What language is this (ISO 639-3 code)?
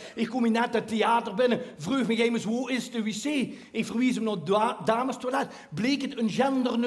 lim